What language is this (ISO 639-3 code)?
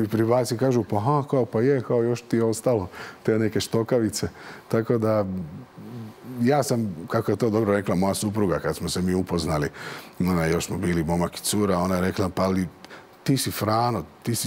hrv